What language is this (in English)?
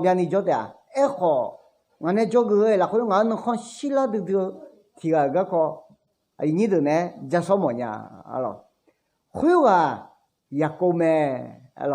Akha